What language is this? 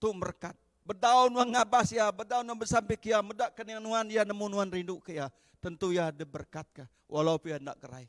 Iban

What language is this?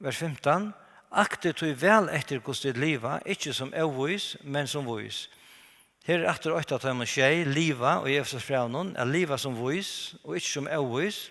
Faroese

